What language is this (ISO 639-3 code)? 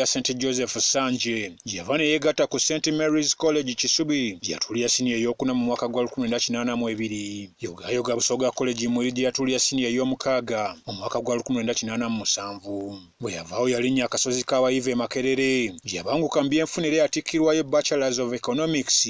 lug